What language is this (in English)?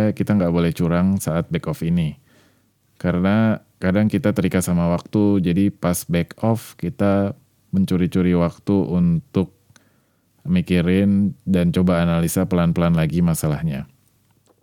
Indonesian